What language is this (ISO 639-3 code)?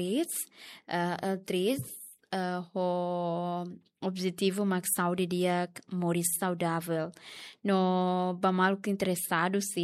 tet